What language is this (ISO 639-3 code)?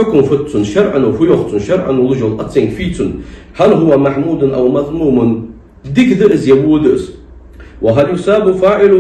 inh